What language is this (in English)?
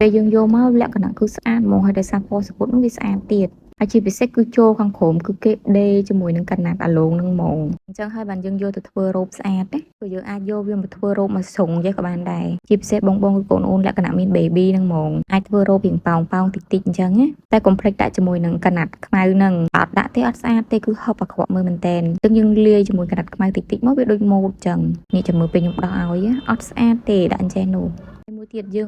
Khmer